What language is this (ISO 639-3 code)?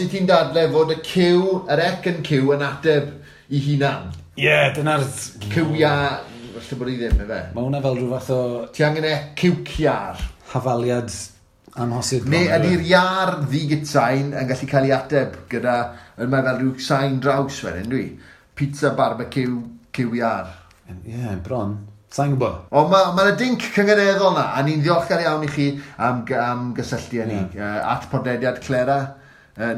cym